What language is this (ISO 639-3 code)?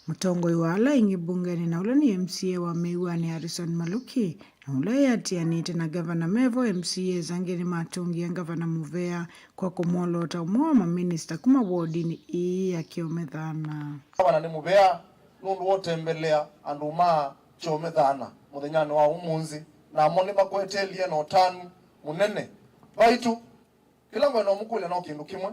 kam